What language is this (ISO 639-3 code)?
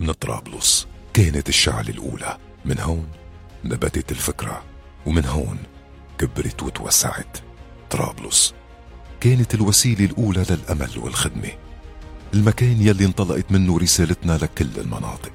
apc